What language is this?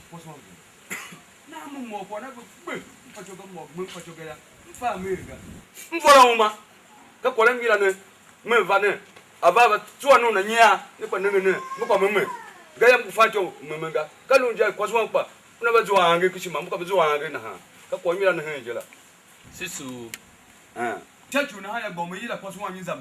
Tiv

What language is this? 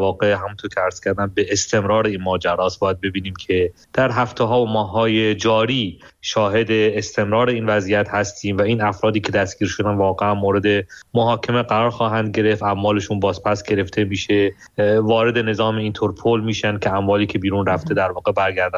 Persian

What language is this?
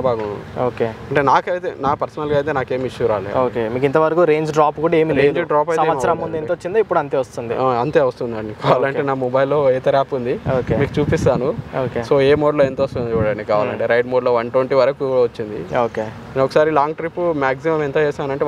Telugu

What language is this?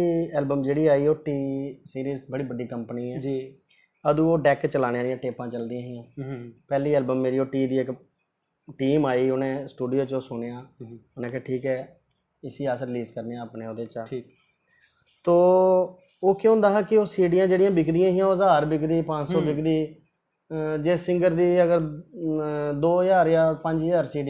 Dogri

